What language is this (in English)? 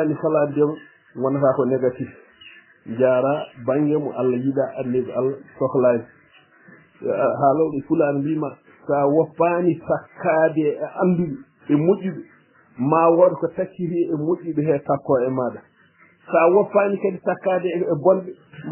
Fula